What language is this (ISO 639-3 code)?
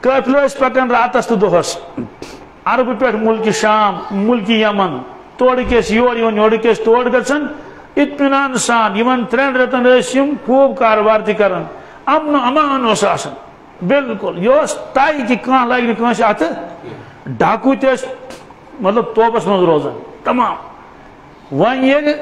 kas